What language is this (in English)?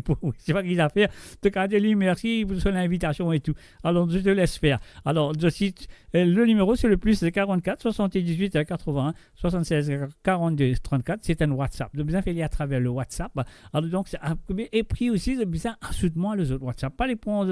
Morisyen